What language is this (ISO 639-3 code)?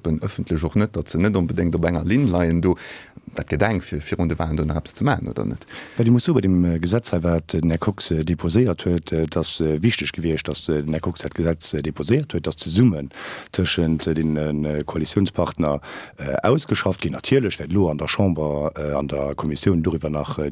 ltz